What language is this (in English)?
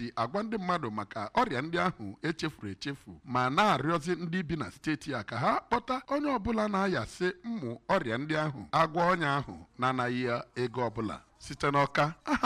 Igbo